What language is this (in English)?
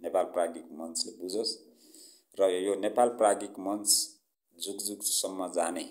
Nepali